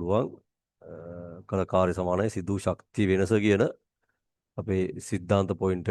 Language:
Sinhala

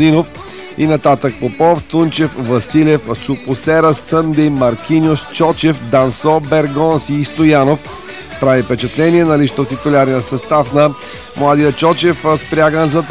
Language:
Bulgarian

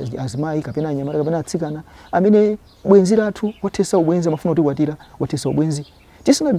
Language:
Nyanja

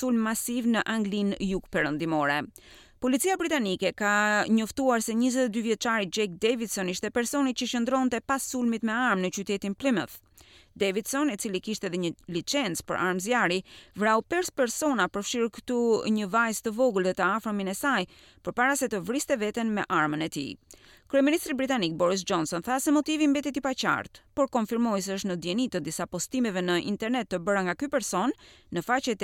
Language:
Albanian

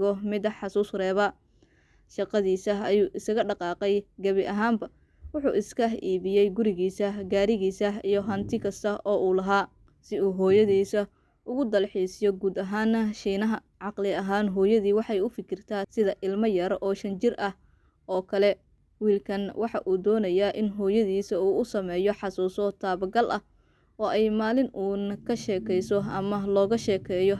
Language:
Somali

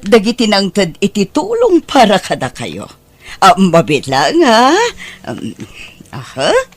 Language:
Iloko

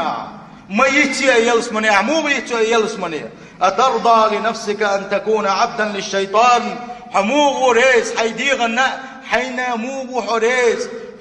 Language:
Chechen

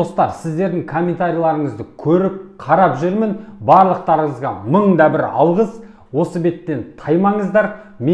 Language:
Kazakh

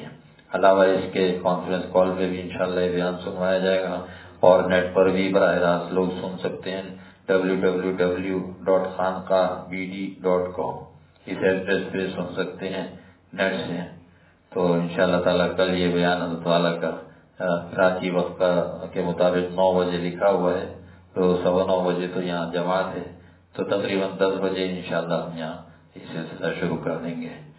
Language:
Urdu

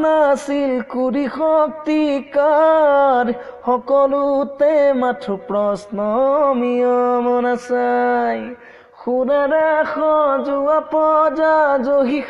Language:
Assamese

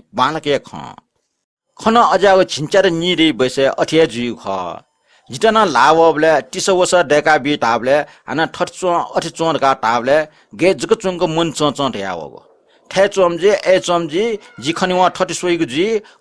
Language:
Newari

